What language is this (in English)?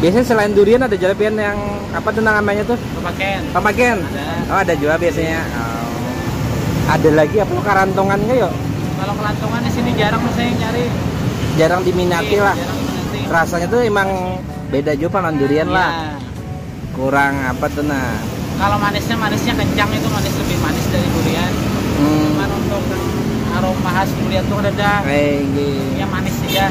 Banjar